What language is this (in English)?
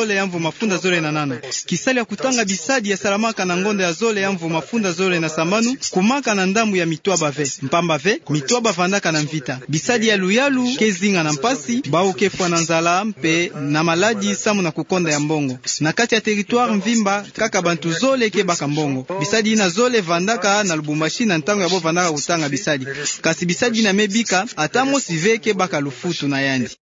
Kituba (Democratic Republic of Congo)